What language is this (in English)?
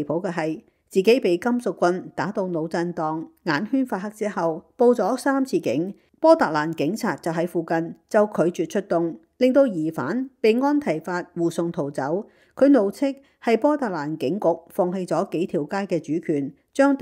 Cantonese